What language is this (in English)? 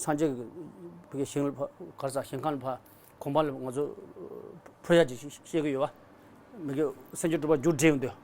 Tibetan